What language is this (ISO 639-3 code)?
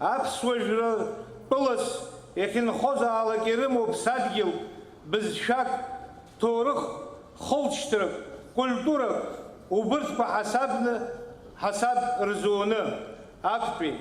abk